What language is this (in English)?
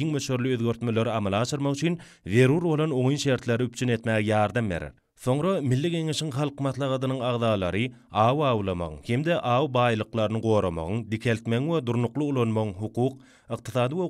Turkmen